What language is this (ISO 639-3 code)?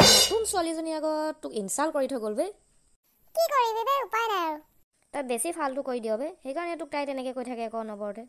asm